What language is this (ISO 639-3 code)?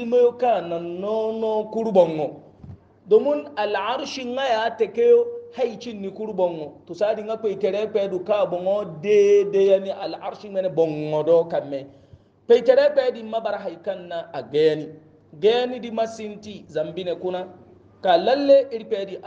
hau